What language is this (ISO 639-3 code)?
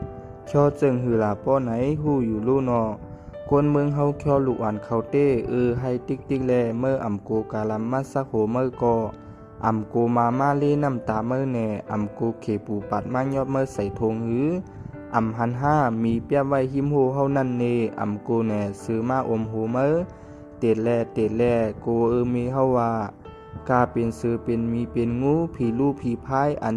shn